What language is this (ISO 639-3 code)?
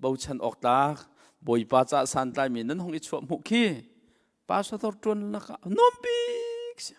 cnh